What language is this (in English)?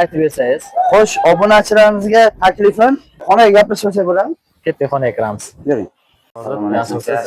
Uzbek